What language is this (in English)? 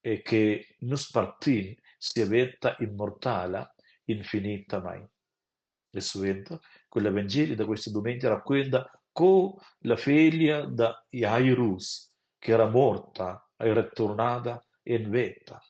Romansh